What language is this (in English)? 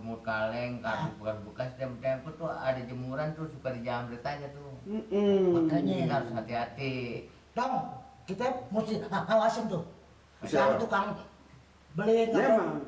Betawi